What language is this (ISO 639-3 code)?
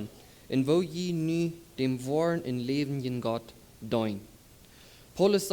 pdt